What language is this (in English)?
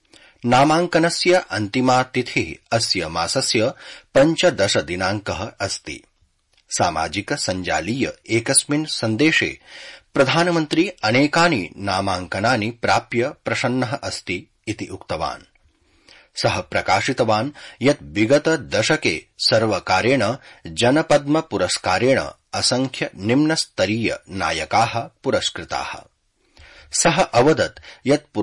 Sanskrit